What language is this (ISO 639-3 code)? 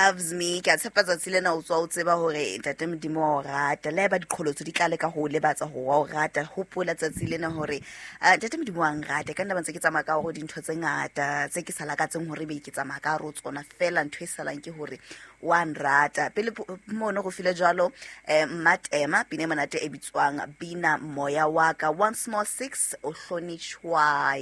sot